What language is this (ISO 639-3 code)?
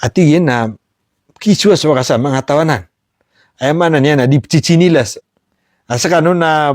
mrw